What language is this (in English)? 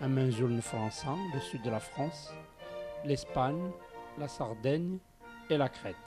Kabyle